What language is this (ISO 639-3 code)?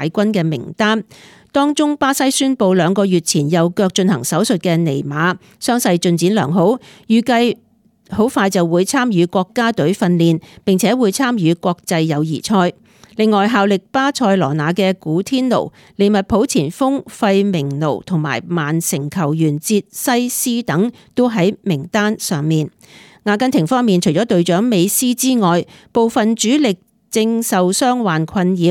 yue